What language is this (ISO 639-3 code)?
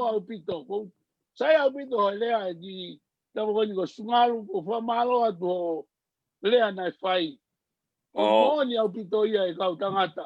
ton